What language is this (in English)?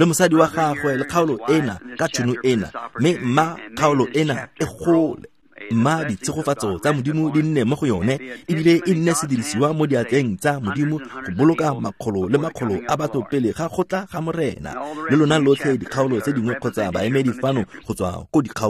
Tswana